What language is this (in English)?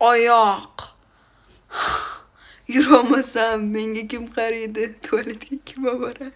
Uzbek